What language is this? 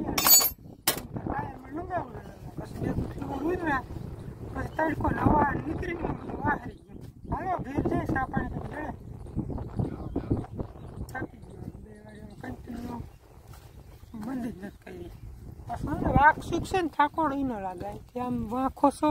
Gujarati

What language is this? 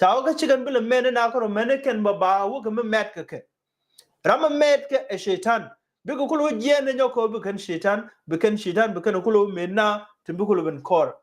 Nuer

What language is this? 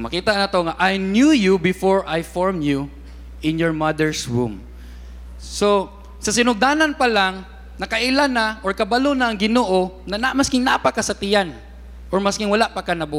Cebuano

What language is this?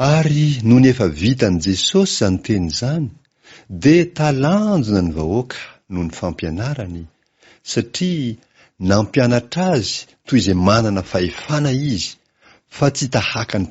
Malagasy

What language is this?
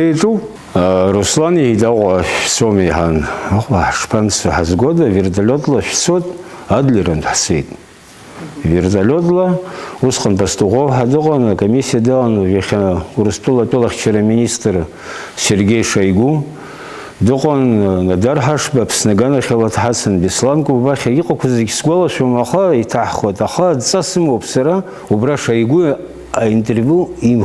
Abkhazian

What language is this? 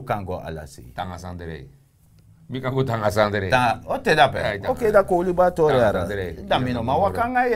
Sranan Tongo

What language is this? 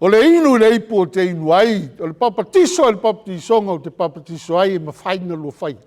Samoan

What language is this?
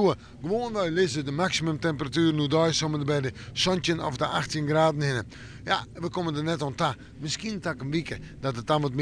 Western Frisian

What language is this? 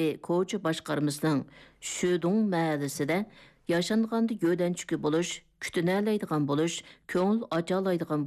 Uyghur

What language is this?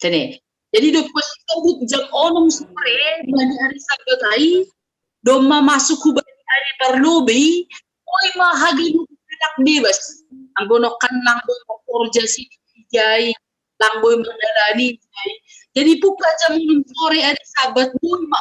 Batak Simalungun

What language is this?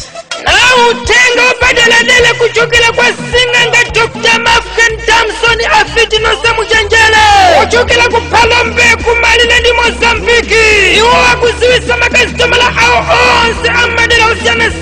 Nyanja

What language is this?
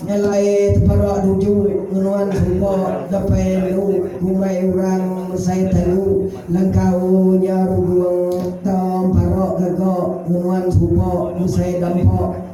Iban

